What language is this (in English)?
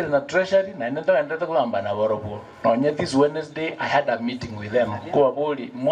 Gusii